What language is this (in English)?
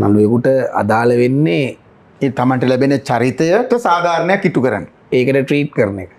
Sinhala